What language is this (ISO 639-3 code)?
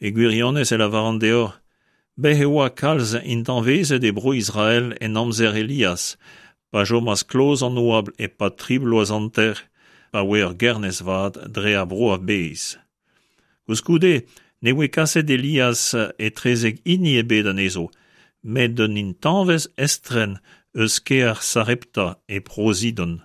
bre